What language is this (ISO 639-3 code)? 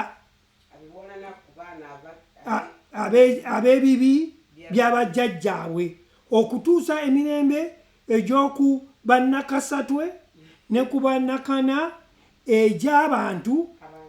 lug